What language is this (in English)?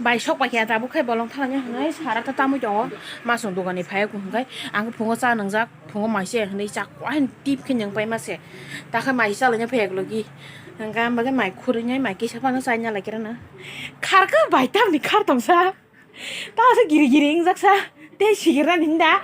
Kok Borok